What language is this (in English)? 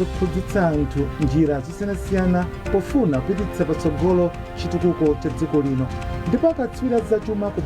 Nyanja